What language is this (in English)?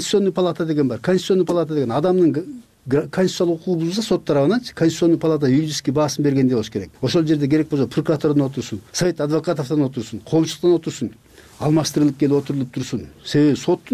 Kyrgyz